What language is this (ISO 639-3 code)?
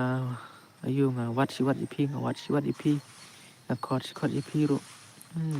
kha